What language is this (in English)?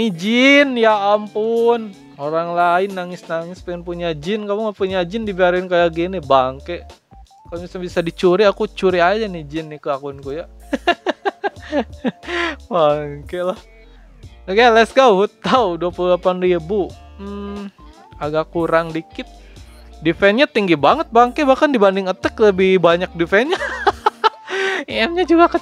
Indonesian